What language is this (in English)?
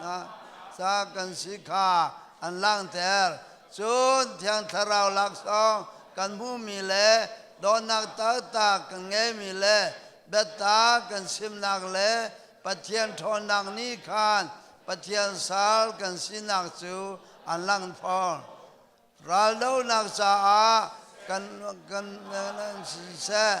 Hakha Chin